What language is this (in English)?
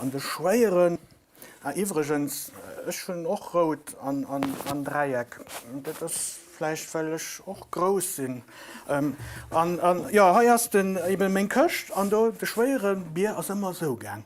Luxembourgish